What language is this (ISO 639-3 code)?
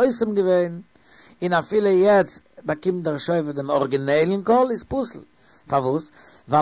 yid